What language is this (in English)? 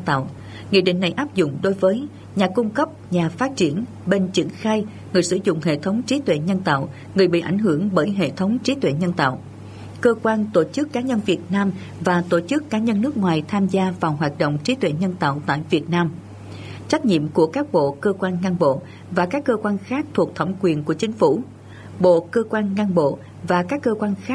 Vietnamese